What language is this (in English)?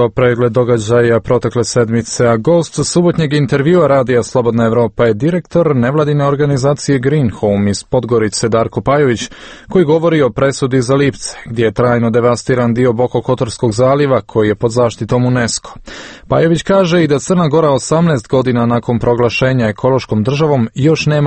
Serbian